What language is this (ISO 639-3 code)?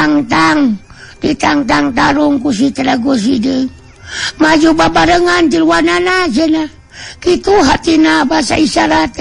sun